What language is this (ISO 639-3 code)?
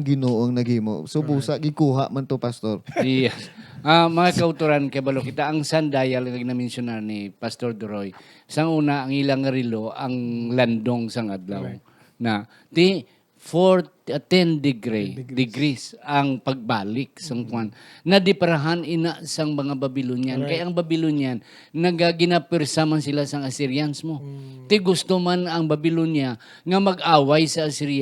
hil